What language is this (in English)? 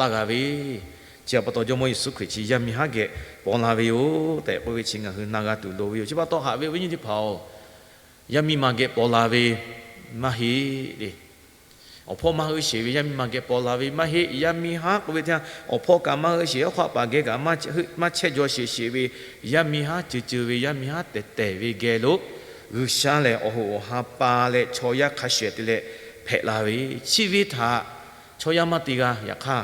Lahu